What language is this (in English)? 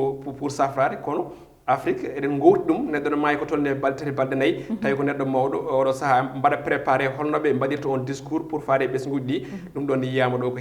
Fula